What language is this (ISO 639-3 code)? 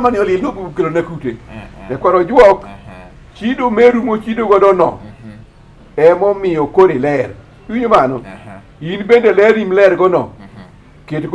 luo